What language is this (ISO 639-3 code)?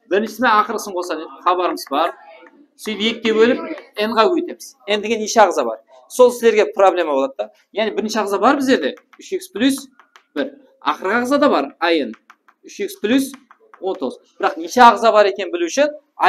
kaa